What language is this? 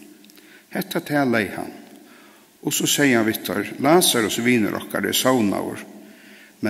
Faroese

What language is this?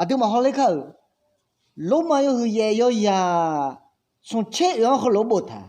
Akha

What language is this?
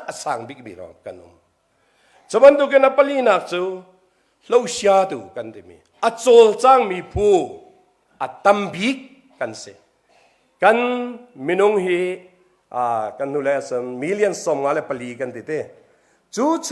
Hakha Chin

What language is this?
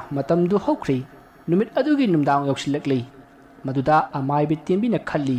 Manipuri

